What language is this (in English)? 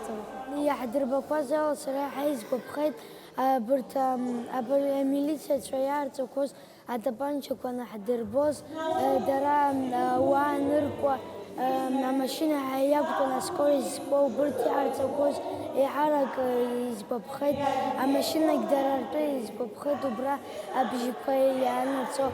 Abkhazian